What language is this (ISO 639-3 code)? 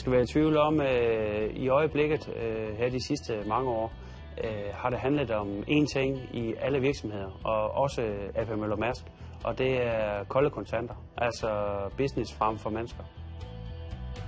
dan